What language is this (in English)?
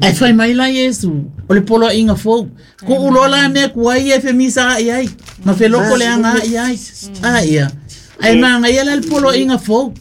Samoan